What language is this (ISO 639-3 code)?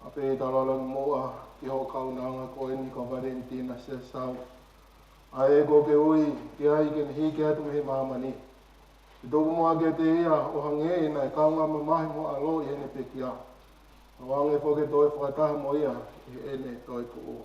ton